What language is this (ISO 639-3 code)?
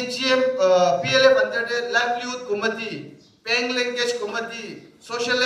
nag